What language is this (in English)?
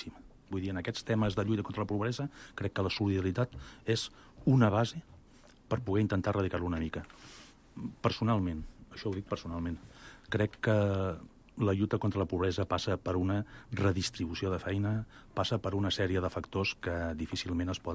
Catalan